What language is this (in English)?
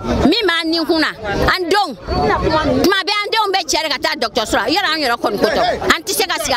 Bambara